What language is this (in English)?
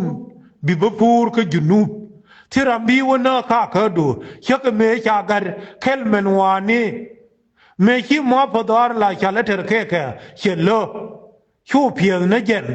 Nuer